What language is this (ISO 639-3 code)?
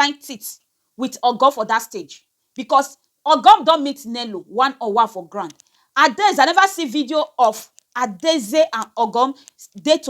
pcm